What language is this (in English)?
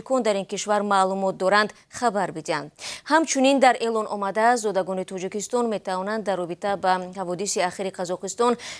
Tajik